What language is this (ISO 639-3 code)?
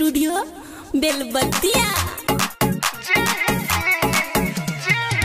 bho